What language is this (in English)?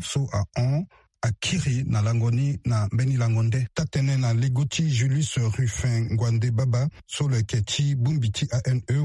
Sango